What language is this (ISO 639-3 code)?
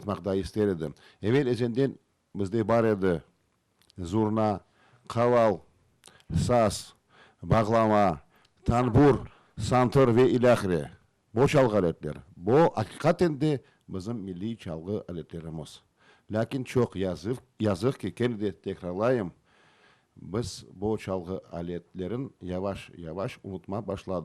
crh